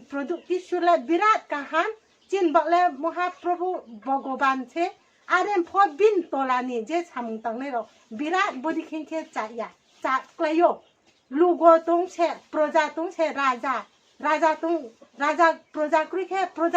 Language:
Riang (India)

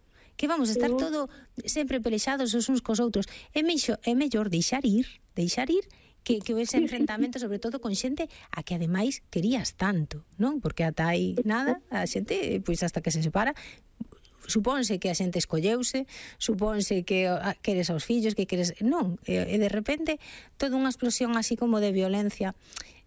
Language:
Galician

